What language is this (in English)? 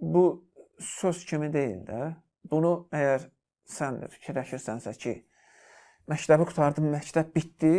Azerbaijani